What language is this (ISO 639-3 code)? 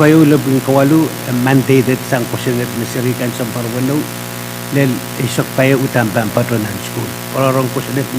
pon